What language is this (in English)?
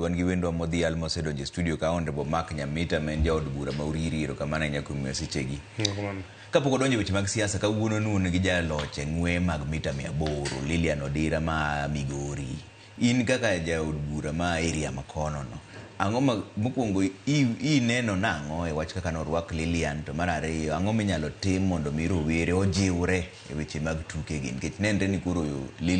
Luo (Kenya and Tanzania)